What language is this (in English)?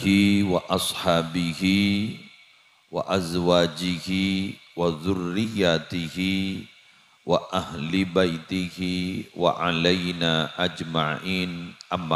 Madurese